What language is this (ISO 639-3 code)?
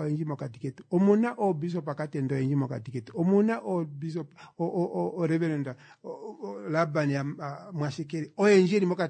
kua